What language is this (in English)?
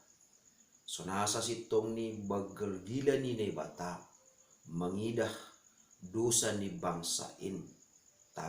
Batak Simalungun